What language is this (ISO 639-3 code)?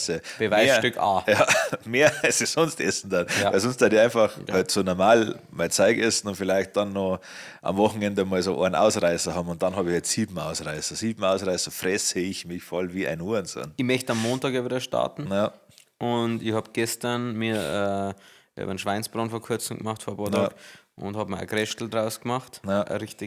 bar